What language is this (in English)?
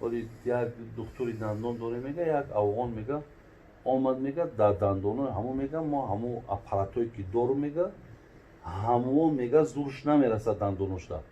Tajik